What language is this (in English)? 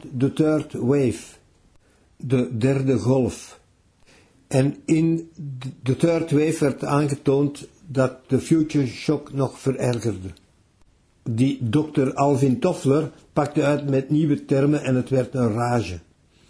Dutch